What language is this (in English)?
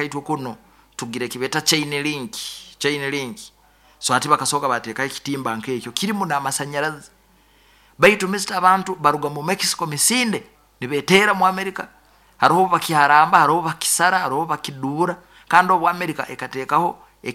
Nyoro